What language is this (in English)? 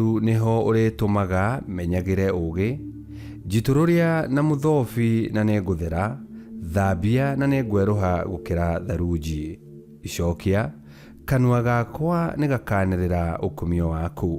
Kikuyu